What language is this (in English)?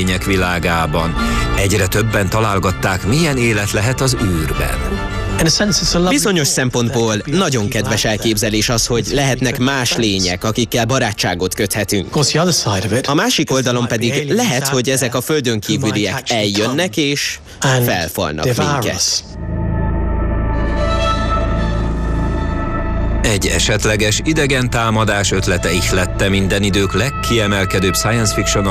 Hungarian